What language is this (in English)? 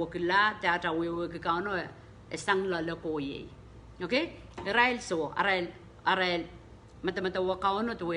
Pohnpeian